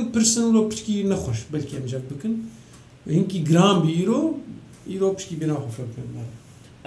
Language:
Kurdish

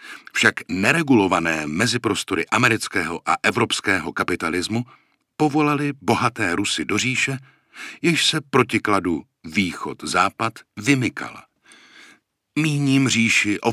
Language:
Czech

